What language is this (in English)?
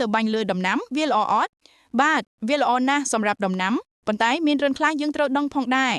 Khmer